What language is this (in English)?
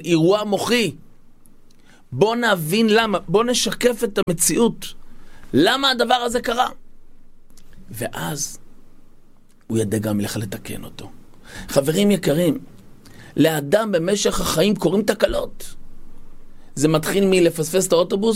Hebrew